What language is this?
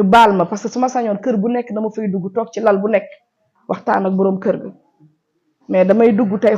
Wolof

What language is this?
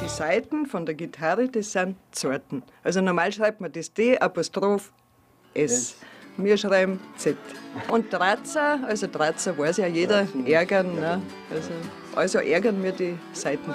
Bavarian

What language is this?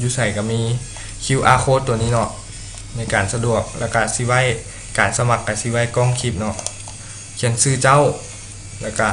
Lao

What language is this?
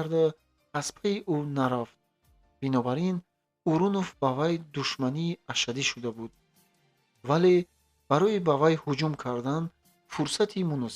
Tajik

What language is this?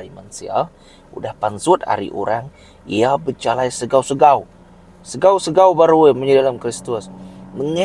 Iban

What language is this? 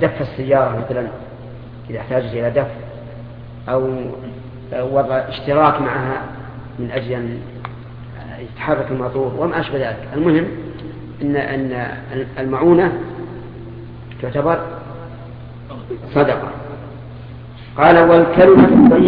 Arabic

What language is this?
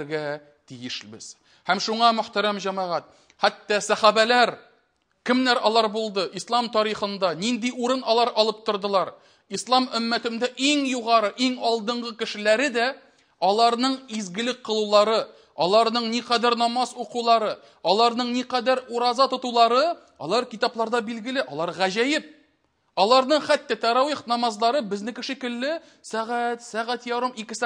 Tatar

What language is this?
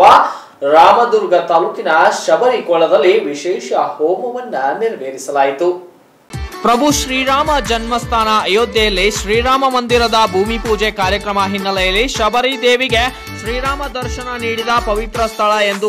Kannada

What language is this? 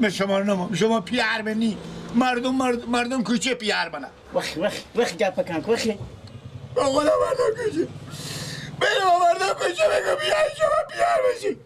Persian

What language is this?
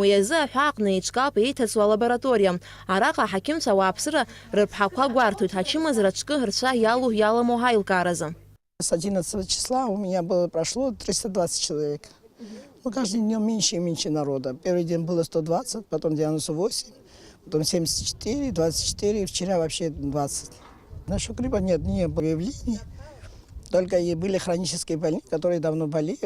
Abkhazian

